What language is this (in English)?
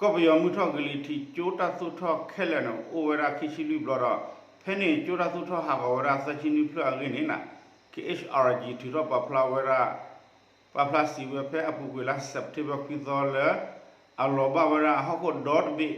S'gaw Karen